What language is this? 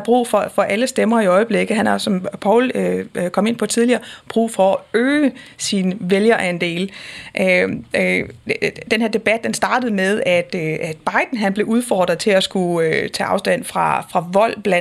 Danish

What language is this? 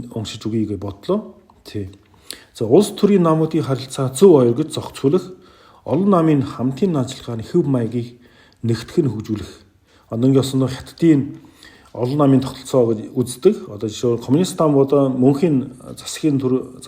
Mongolian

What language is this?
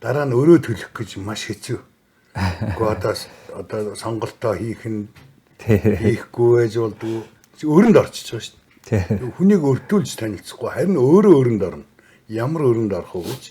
Mongolian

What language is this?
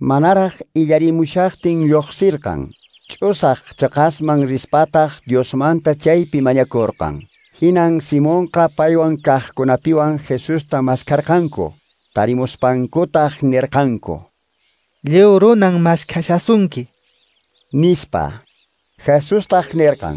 Quechua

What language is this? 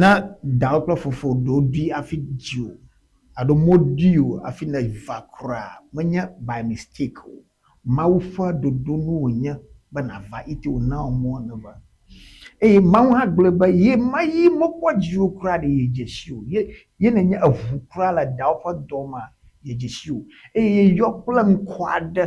Ewe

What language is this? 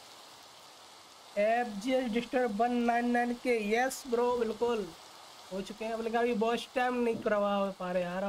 Hindi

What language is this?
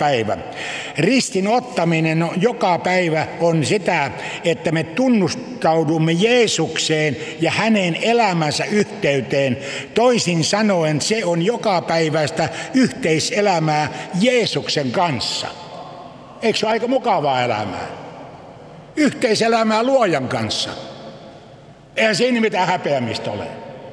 Finnish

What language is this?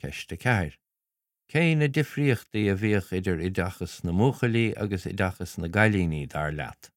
Irish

